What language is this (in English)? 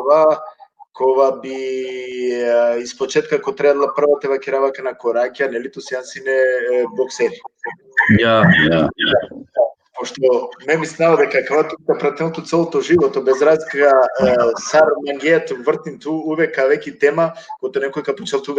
Balkan Romani